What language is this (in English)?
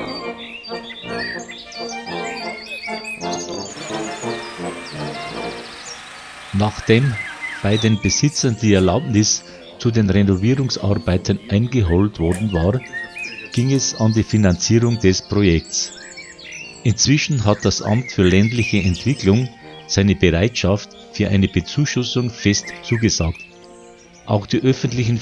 German